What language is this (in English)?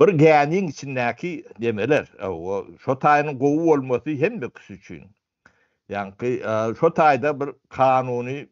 Turkmen